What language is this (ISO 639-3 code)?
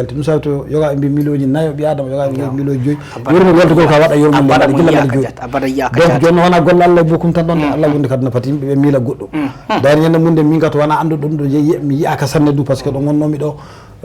ful